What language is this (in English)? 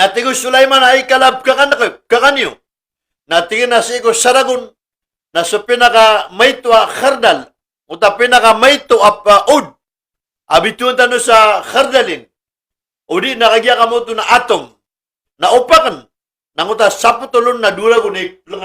Maranao